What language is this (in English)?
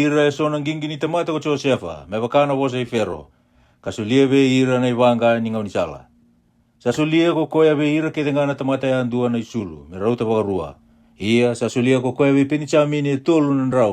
Fijian